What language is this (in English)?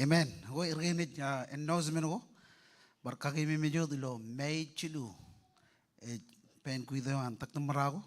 Marshallese